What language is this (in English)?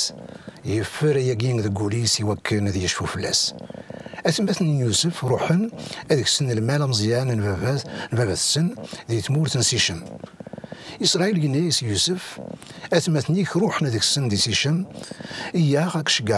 Kabyle